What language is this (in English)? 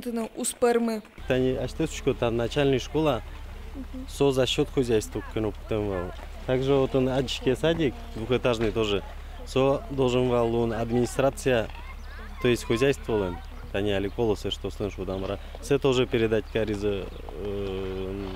Udmurt